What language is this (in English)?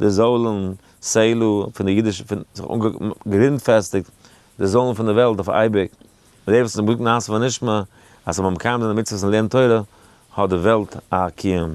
Yiddish